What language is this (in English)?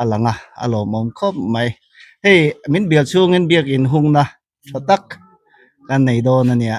Mizo